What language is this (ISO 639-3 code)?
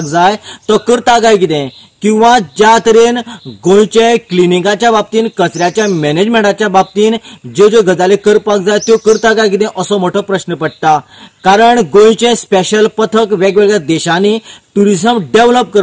kok